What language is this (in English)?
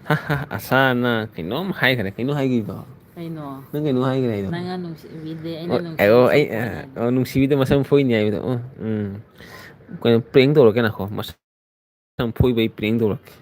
Manipuri